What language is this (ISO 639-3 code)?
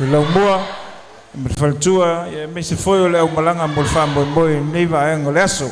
smo